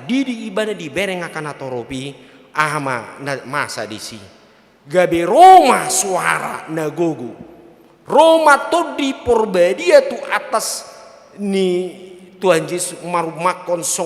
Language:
Batak Toba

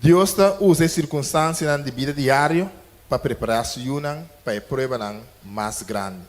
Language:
Papiamento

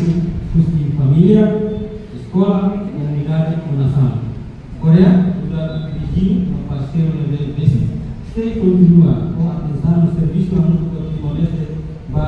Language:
Tetum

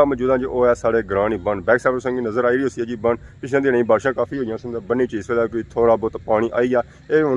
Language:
Pahari-Potwari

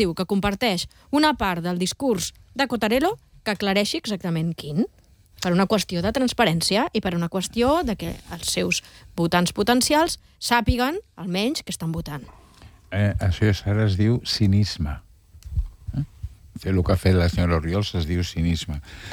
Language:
Catalan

